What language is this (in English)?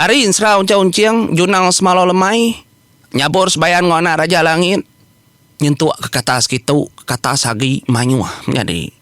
Iban